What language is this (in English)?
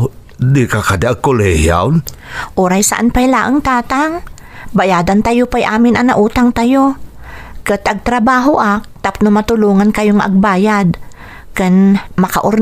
Iloko